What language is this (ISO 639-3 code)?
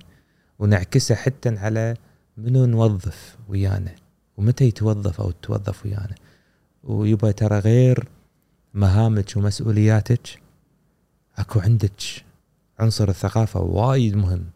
afb